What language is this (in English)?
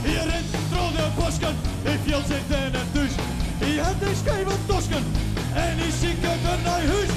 Western Frisian